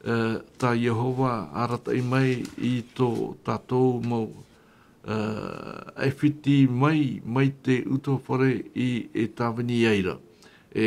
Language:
Tahitian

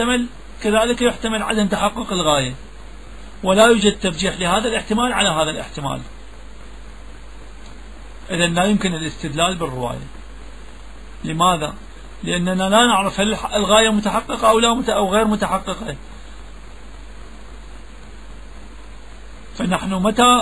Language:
Arabic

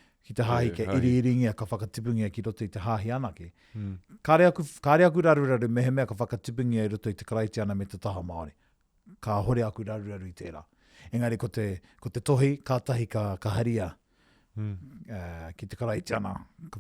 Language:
Māori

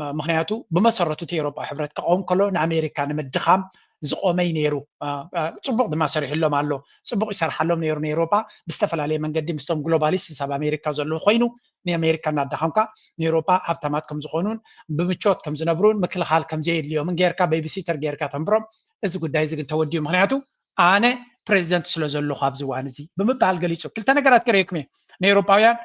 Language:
Tigrinya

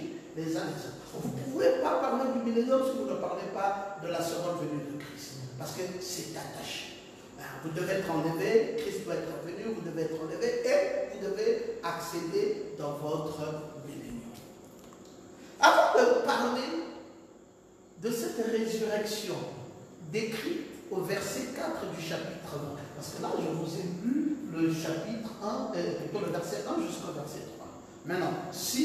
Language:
French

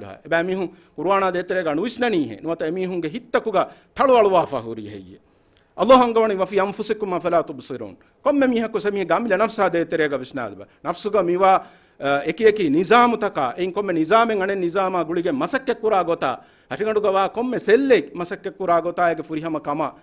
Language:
Divehi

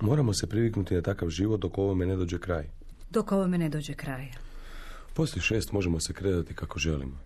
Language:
Croatian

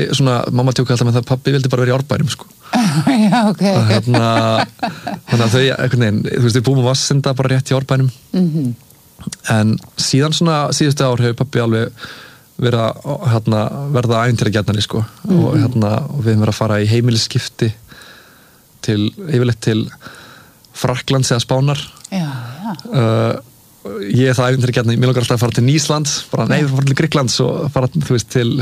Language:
Icelandic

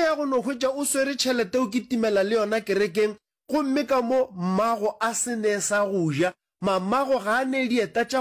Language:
Northern Sotho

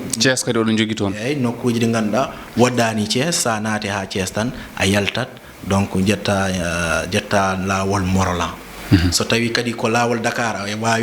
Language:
Fula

